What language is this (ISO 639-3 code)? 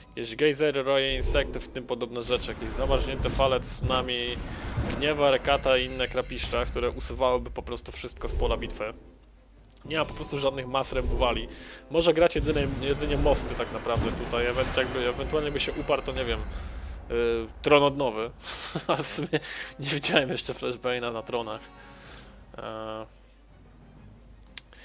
pol